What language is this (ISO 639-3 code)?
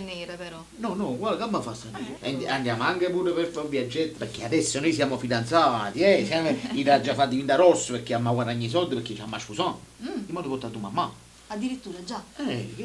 nap